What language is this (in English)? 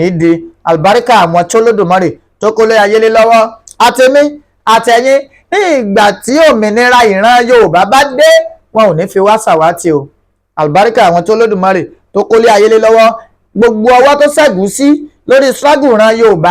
Yoruba